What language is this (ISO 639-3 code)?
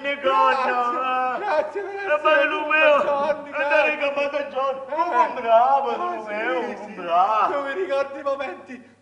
nap